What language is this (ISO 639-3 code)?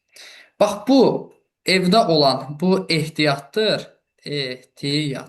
aze